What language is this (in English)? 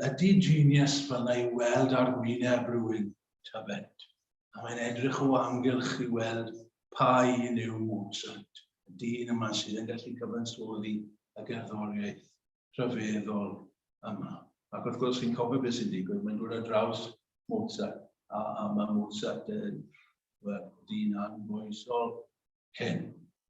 Welsh